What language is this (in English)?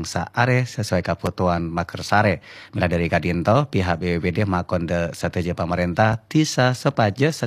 Madurese